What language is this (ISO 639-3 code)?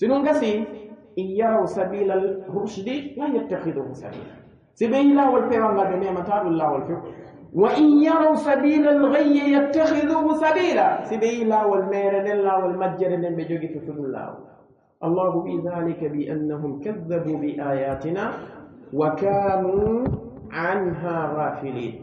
fuf